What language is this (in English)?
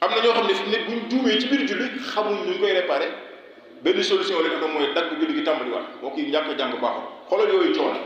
Wolof